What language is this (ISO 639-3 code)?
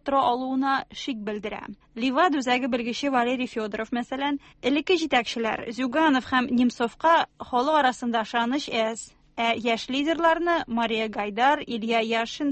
tat